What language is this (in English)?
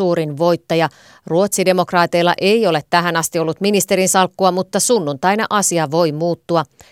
Finnish